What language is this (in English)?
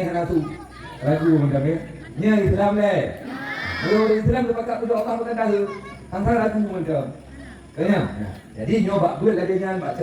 Achinese